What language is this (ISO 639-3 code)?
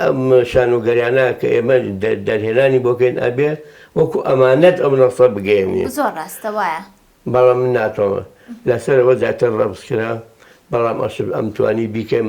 ckb